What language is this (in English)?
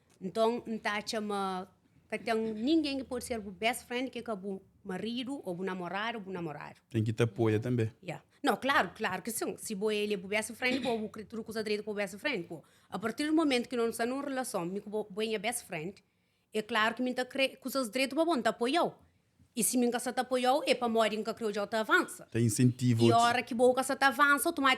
Kabuverdianu